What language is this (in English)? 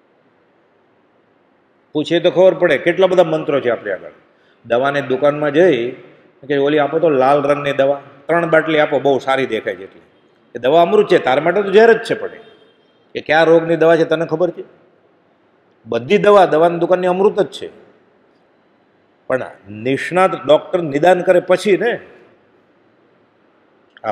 Gujarati